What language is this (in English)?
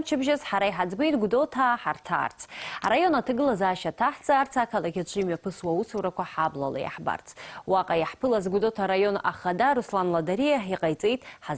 Abkhazian